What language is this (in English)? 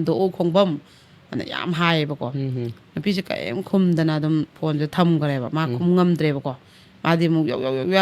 Manipuri